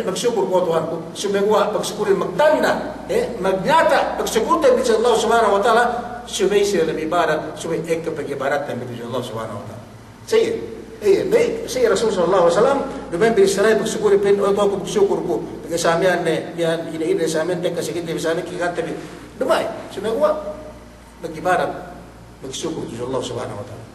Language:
Yakan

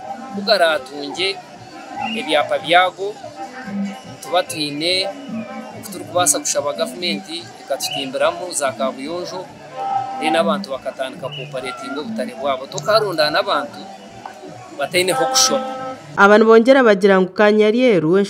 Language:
Nyankole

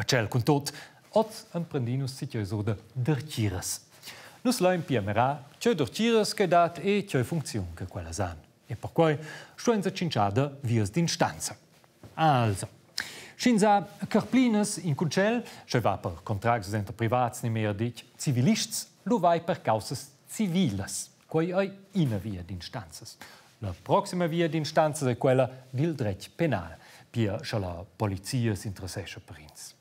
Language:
Romansh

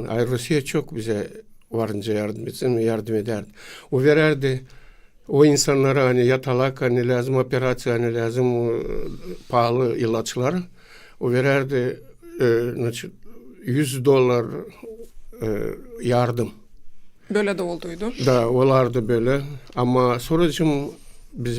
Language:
Gagauz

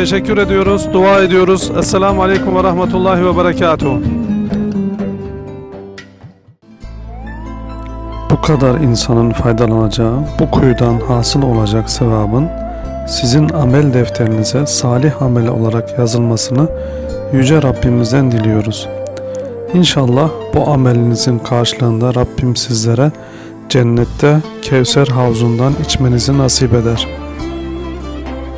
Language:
Turkish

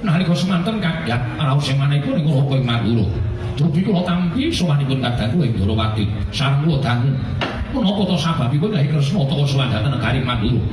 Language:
Javanese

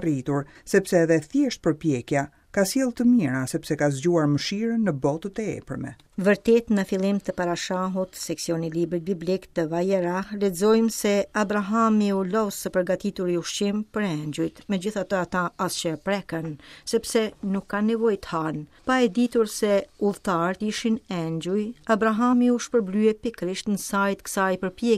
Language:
Albanian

